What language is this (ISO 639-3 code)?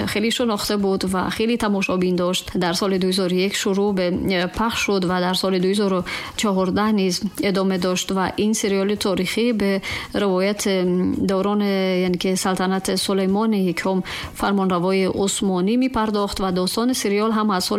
tgk